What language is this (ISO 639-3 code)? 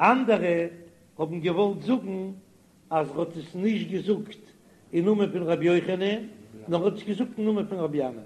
yid